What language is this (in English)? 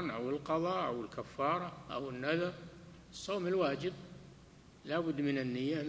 Arabic